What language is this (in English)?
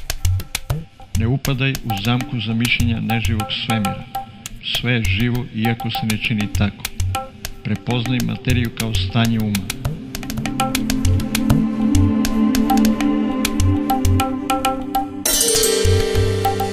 Serbian